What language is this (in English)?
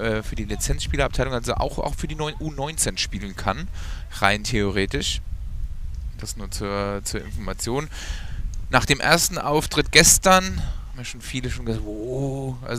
German